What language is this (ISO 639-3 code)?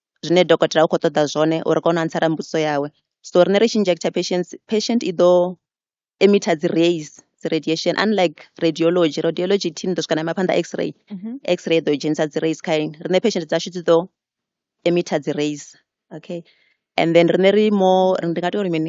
ven